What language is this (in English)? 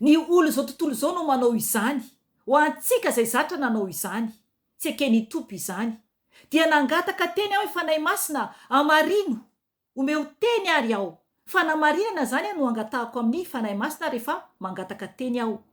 Malagasy